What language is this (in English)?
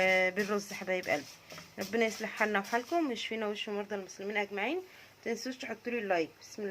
Egyptian Arabic